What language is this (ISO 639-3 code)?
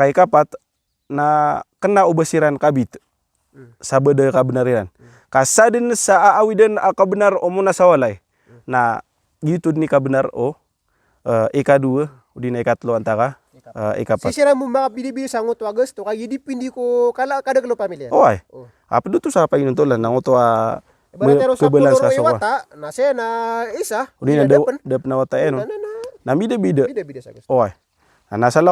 mrw